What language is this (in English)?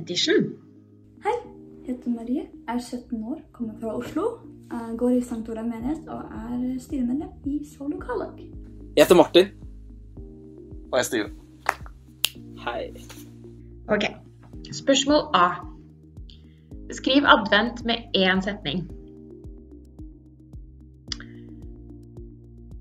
Norwegian